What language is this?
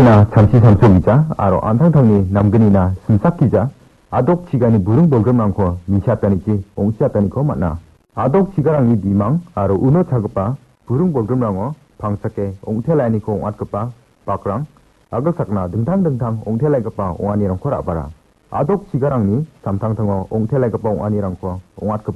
Garo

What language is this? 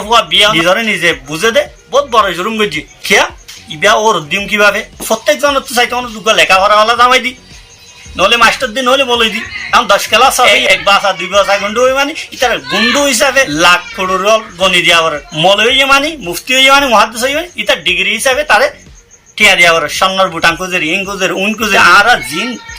Rohingya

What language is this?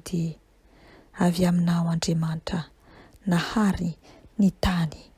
Malagasy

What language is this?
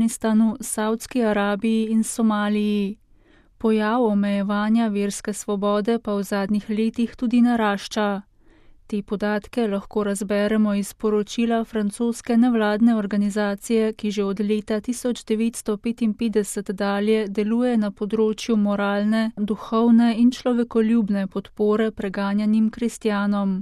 Slovenian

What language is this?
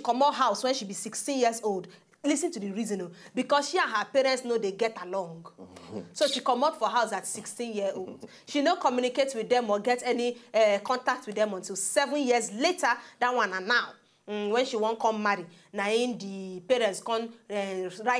Nigerian Pidgin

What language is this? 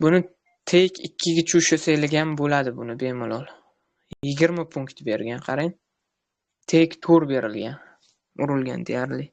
Uzbek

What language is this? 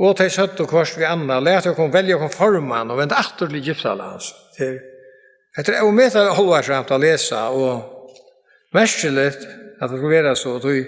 Faroese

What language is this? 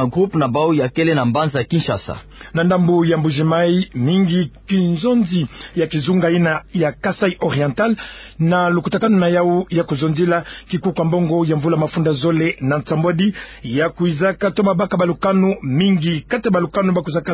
Kituba (Democratic Republic of Congo)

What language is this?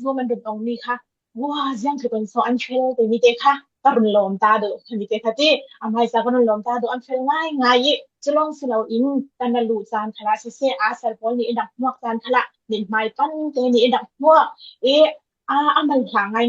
Falam Chin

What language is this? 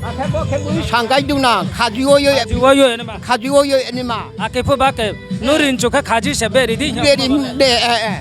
Riang (India)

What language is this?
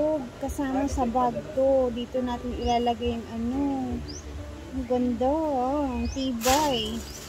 Filipino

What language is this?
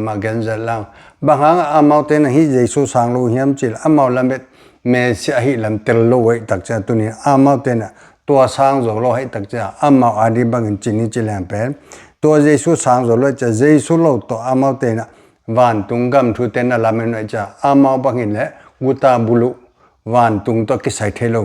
Tedim Chin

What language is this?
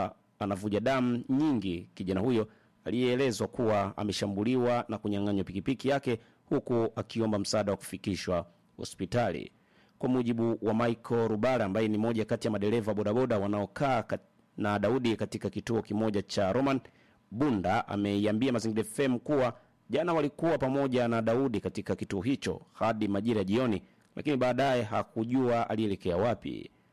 Swahili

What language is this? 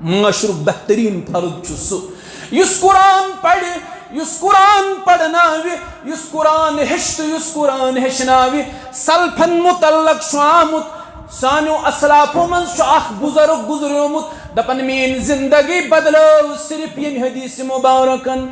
Kashmiri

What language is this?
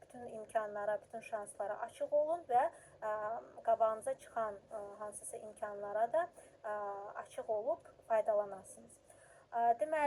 Azerbaijani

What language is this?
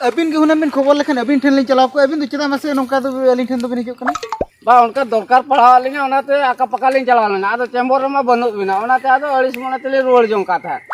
Santali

